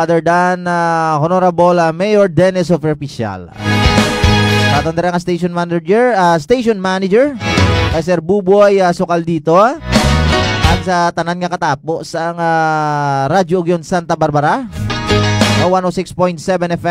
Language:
Hiligaynon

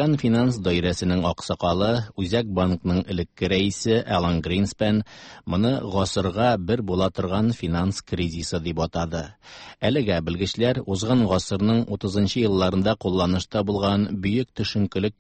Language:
Tatar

